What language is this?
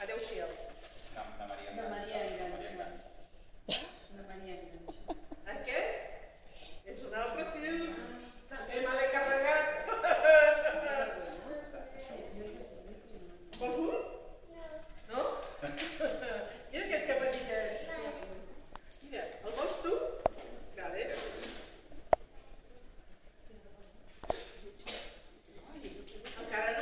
Catalan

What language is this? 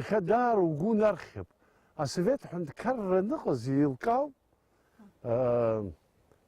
Abkhazian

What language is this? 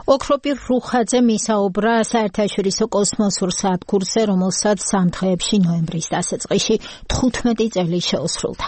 Georgian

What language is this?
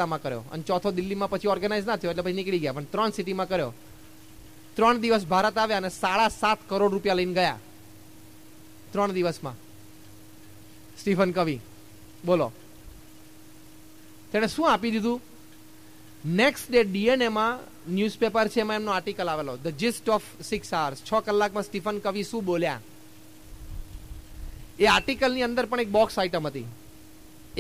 Gujarati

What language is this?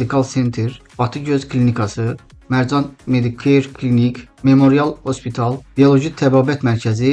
Azerbaijani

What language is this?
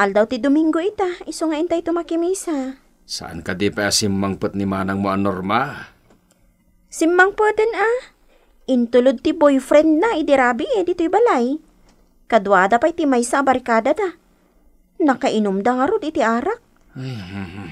Iloko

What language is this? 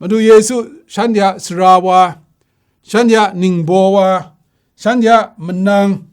Kachin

